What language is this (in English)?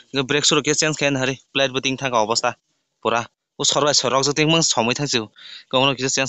Kok Borok